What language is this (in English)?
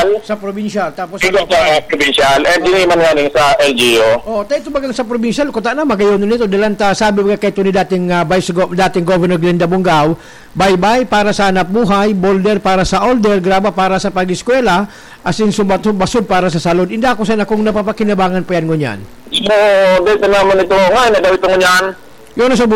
Bikol